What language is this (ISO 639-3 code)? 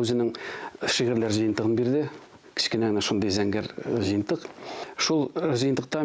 tat